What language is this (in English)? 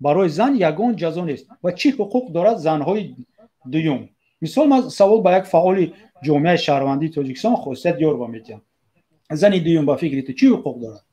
Tajik